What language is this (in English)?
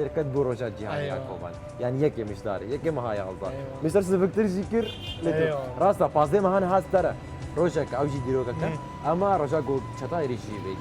Kurdish